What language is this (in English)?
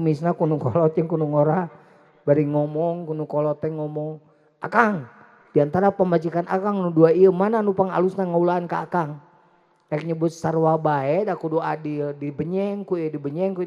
Sundanese